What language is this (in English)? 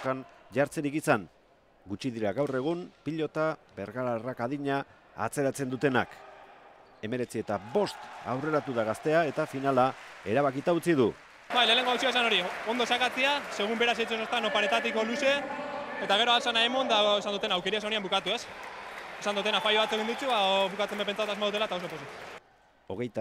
Basque